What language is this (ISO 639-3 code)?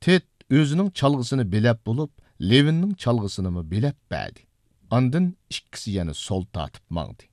uig